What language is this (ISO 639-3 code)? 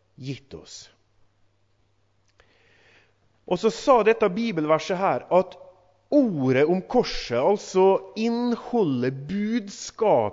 nor